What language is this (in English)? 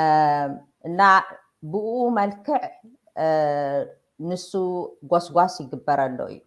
Tigrinya